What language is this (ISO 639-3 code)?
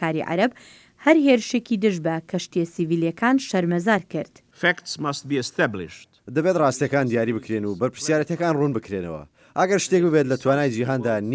ckb